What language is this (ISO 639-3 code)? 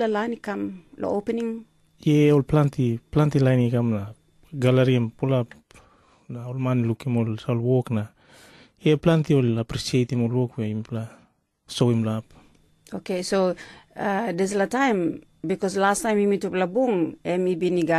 tpi